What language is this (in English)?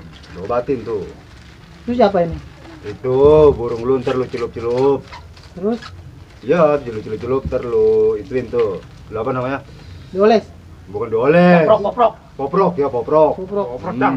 Betawi